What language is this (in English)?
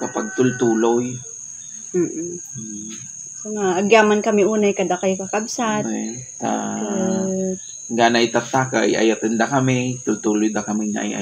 Iloko